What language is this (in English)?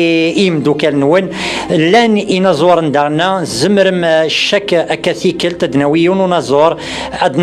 Kabyle